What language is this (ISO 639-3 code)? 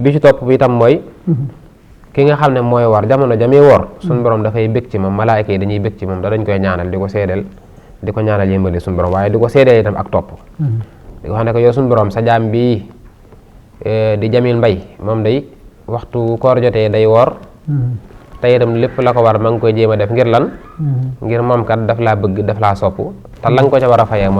wol